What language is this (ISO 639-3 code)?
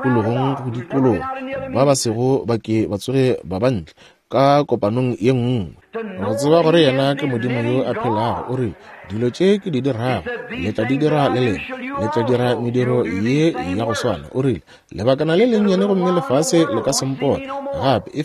nso